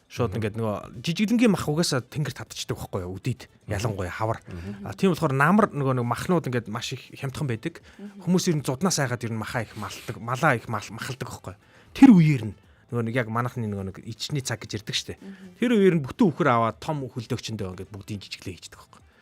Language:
Mongolian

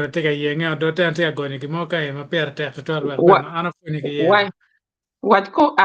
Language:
Acoli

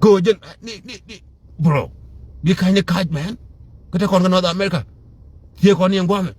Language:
Nuer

